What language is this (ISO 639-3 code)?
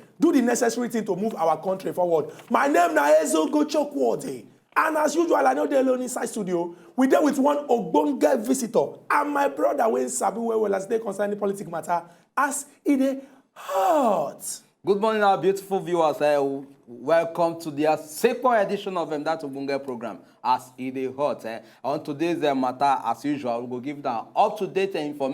pcm